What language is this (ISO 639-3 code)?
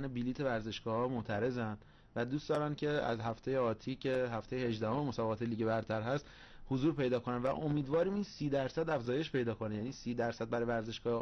fas